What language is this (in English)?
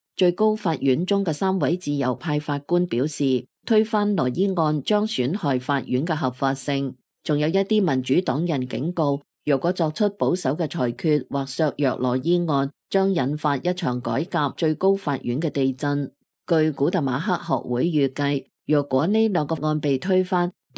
Cantonese